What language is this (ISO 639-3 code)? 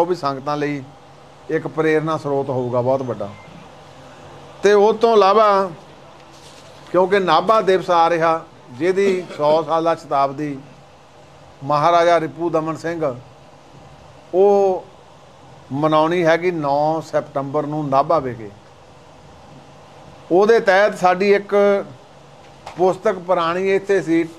pan